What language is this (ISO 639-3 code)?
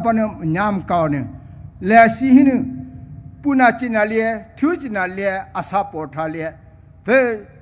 pmx